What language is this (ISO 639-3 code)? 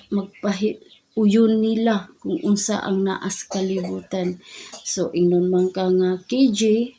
ceb